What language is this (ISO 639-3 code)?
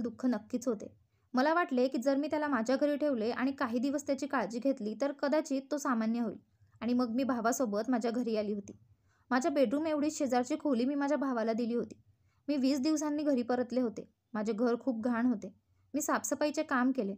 mar